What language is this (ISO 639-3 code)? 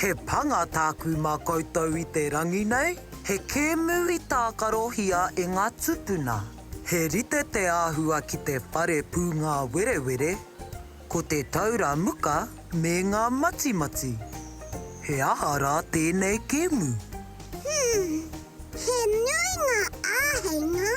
mri